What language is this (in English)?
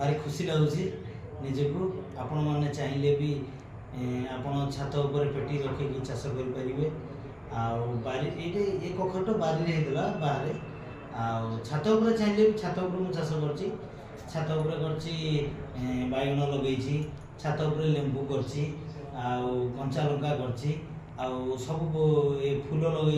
Odia